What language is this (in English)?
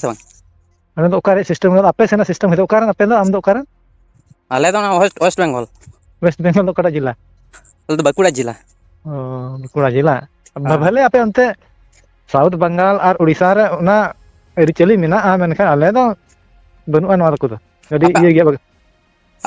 Santali